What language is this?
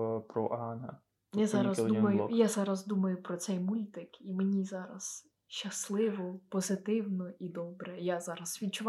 Ukrainian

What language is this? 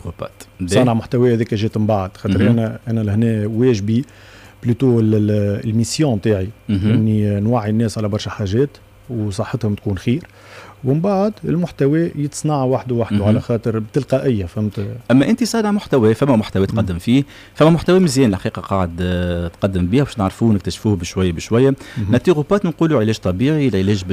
Tunisian Arabic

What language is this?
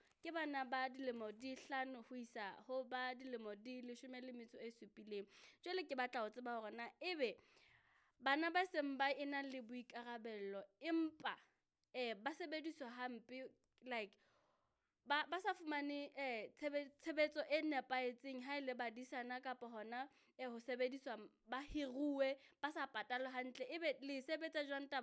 Southern Sotho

